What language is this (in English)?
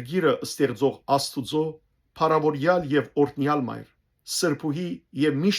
Western Armenian